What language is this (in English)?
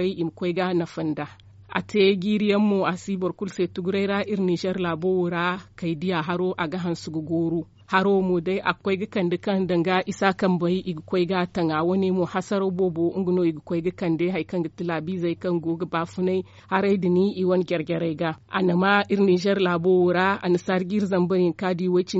Zarma